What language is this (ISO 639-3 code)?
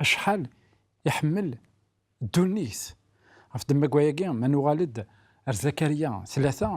kab